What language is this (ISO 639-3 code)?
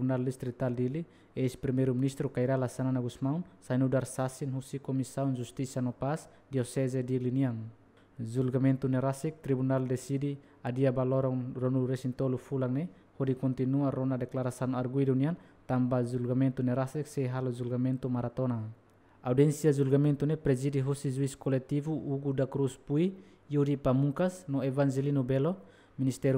tet